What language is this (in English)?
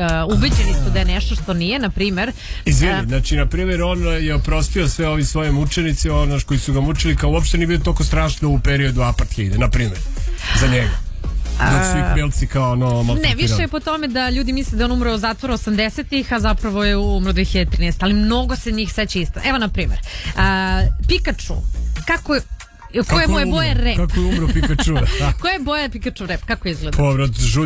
Serbian